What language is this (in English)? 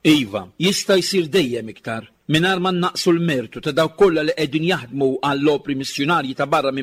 Maltese